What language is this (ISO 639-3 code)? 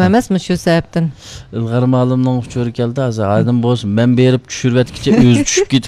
uig